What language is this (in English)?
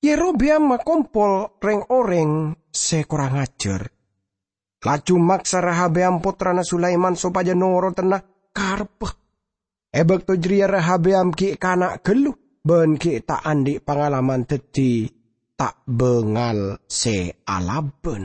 Madurese